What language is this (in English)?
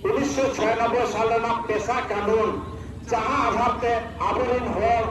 Santali